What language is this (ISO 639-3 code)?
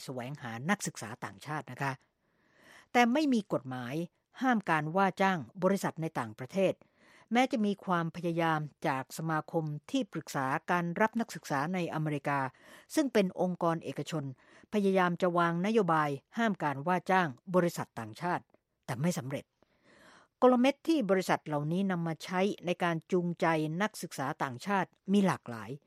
tha